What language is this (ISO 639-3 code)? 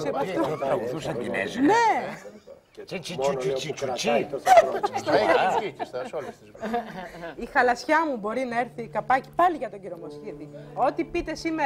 ell